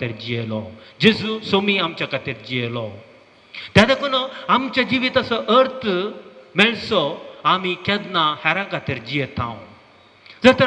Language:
Konkani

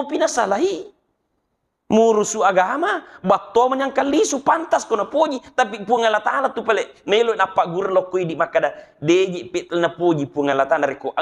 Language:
Buginese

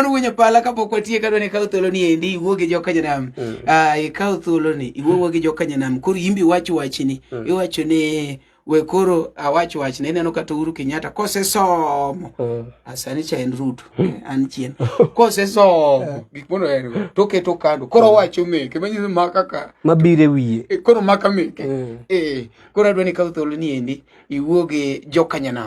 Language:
Luo (Kenya and Tanzania)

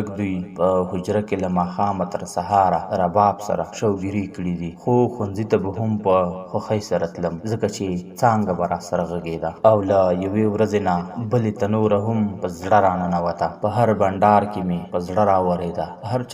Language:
Pashto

